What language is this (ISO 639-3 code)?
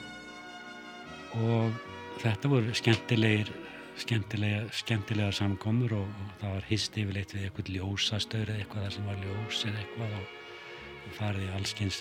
isl